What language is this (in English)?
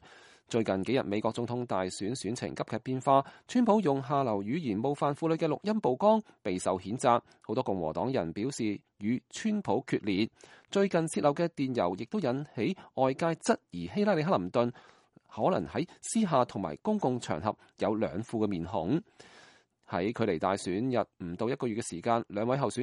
Cantonese